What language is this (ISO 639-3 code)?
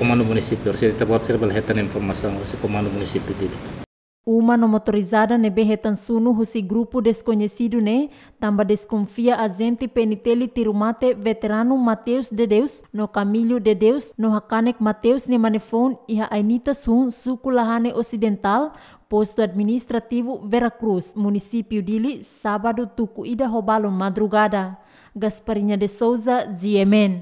tet